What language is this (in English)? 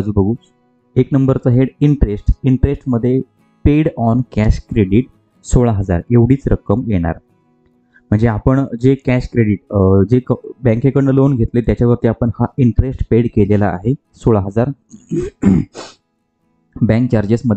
Marathi